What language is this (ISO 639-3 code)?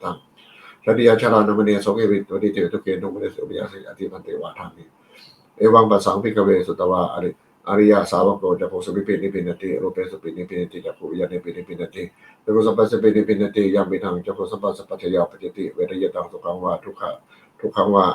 pli